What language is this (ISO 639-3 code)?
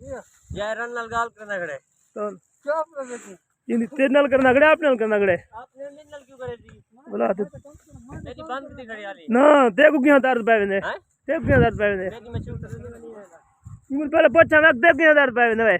skr